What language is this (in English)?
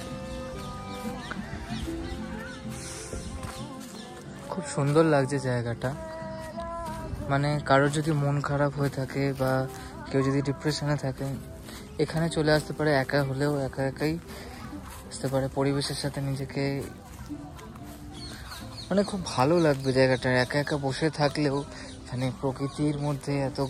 Bangla